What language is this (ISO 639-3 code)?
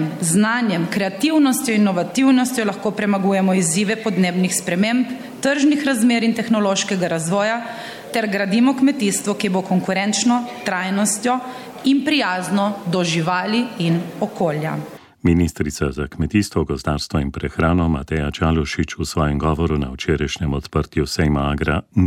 slv